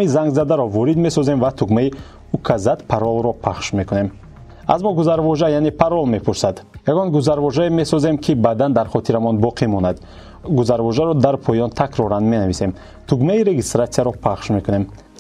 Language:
Tajik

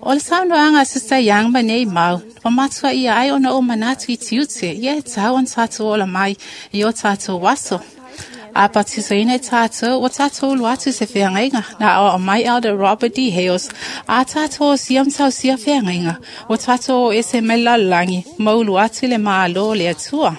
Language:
Samoan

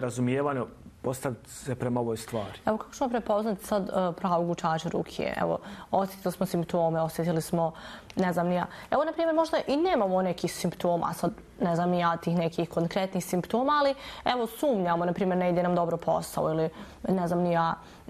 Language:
Bosnian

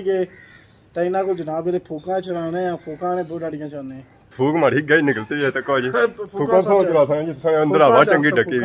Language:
Pahari-Potwari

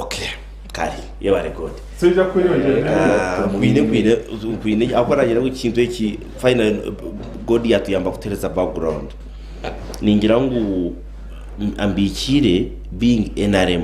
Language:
Nyankole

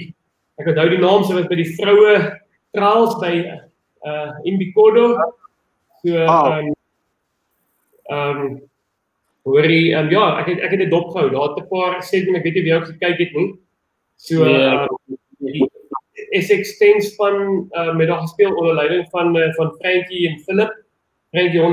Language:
Afrikaans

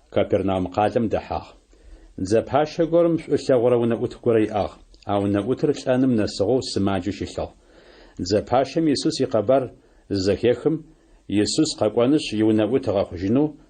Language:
Adyghe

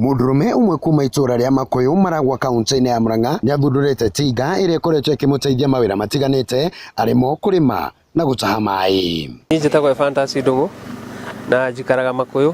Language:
Kikuyu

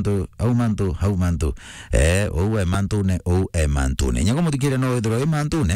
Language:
Meru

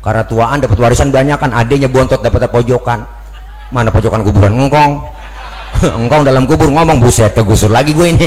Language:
Betawi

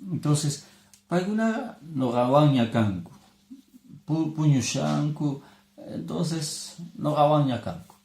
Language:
Quechua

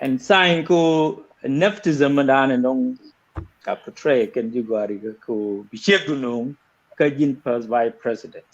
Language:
Nuer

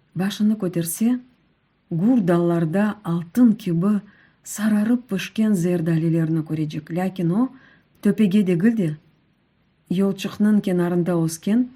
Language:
Crimean Tatar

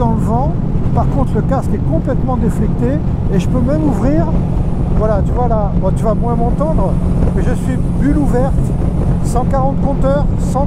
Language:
French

